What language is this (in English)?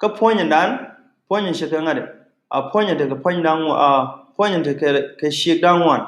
Nuer